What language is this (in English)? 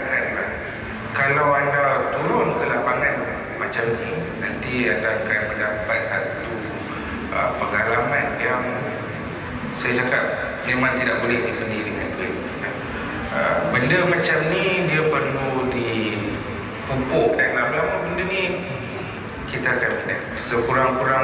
Malay